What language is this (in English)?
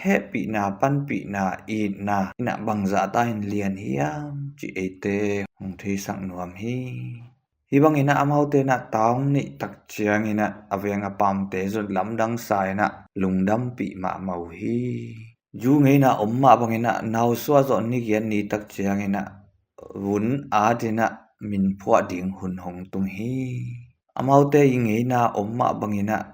Tedim Chin